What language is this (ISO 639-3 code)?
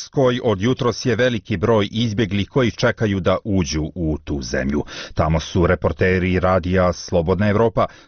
bos